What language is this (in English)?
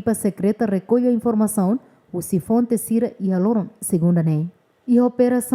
Tetum